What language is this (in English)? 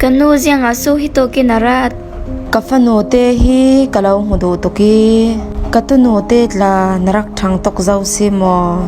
Falam Chin